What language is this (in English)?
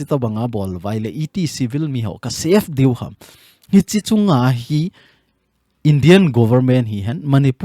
Thado Chin